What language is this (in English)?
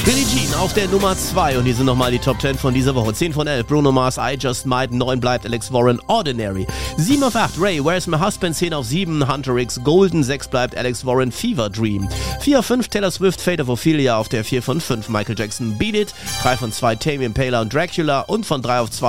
German